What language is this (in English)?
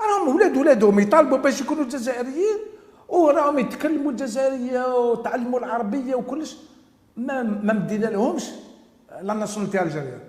Algerian Arabic